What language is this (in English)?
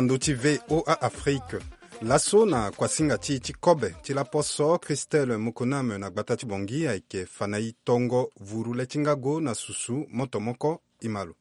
Sango